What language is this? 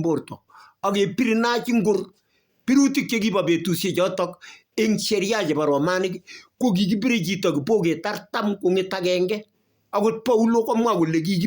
Kalenjin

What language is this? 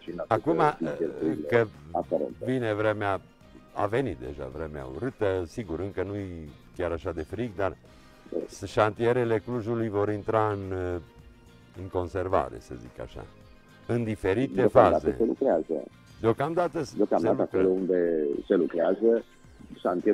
Romanian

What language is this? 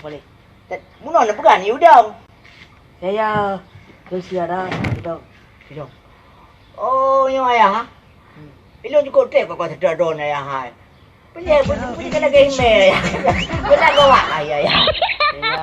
Achinese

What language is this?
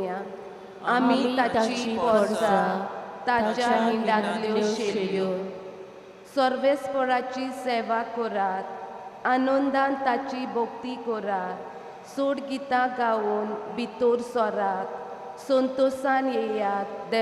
Konkani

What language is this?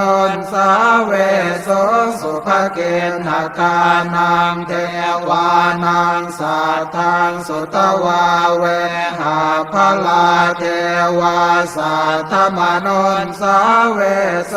Pali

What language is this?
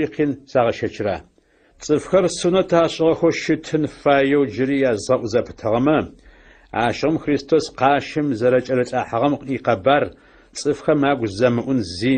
Adyghe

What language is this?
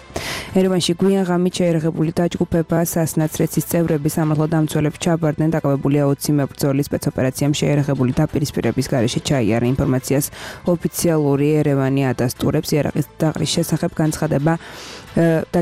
Georgian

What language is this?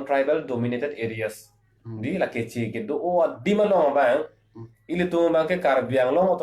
Karbi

